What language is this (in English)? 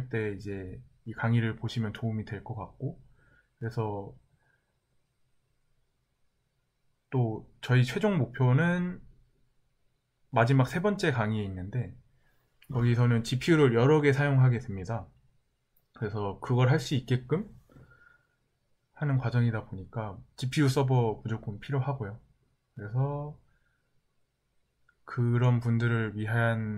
Korean